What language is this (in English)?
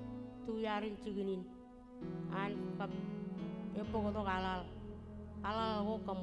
Marshallese